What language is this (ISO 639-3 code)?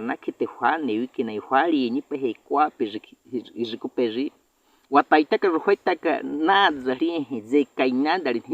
bwi